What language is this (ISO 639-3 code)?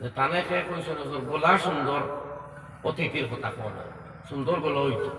syl